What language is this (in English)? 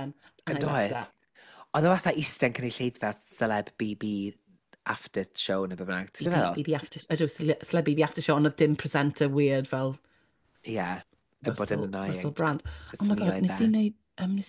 Welsh